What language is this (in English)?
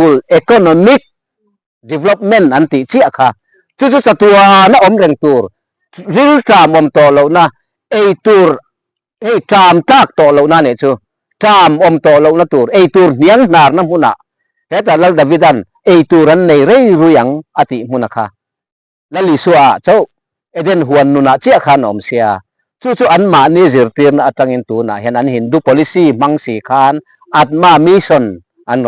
Mizo